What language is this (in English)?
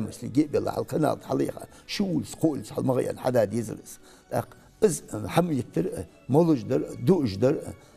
Ingush